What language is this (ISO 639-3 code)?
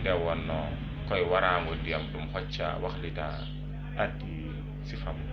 ful